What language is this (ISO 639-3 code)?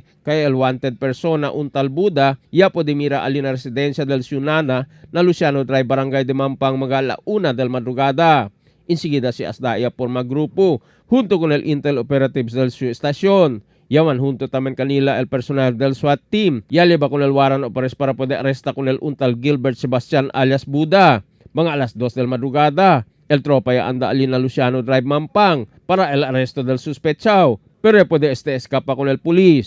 cbk